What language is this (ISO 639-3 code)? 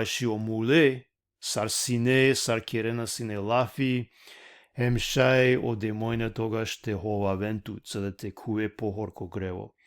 rmn